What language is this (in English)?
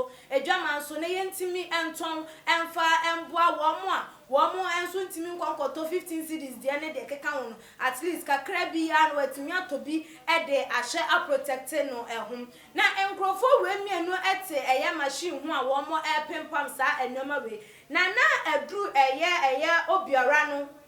Akan